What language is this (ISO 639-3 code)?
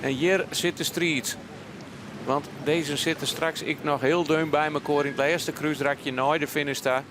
fry